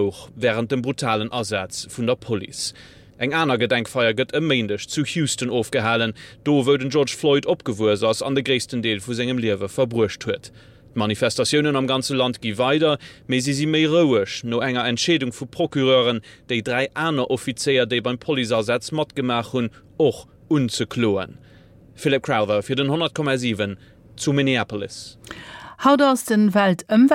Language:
Luxembourgish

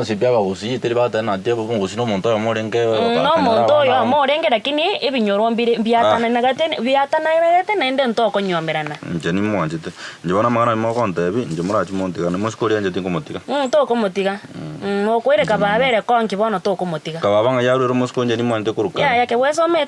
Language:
Gusii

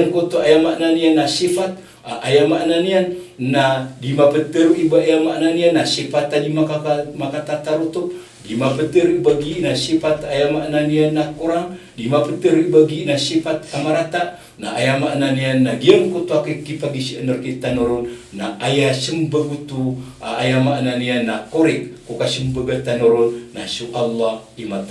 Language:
Maranao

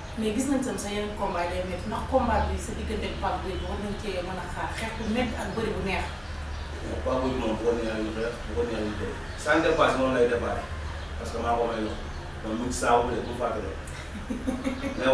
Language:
Wolof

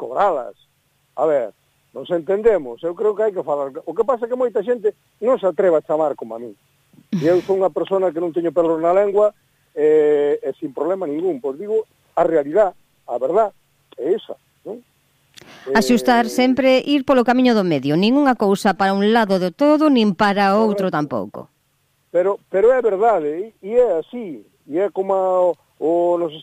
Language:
Galician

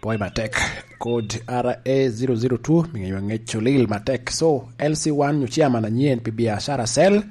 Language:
Lango (Uganda)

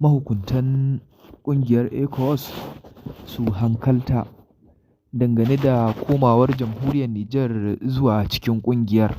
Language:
Hausa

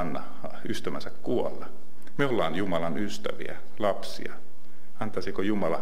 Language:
Finnish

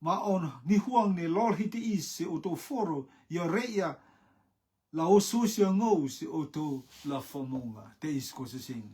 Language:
Rotuman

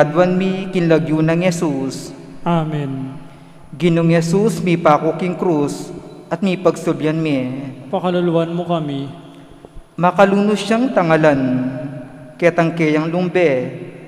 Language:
Pampanga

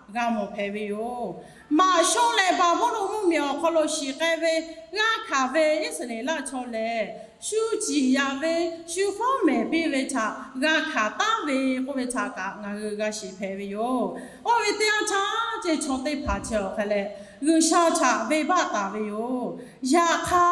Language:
Lahu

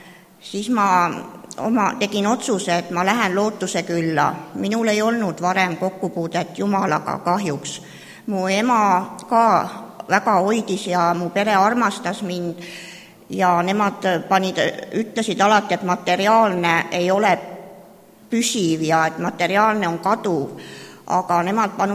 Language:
Estonian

